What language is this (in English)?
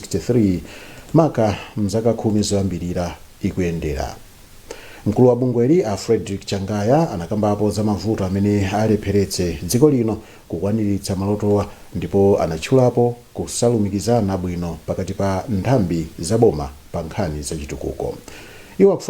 Nyanja